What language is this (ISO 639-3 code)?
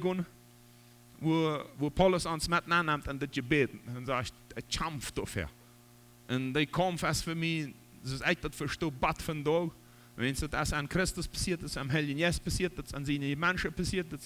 pdt